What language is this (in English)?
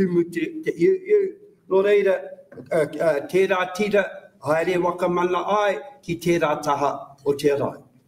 Māori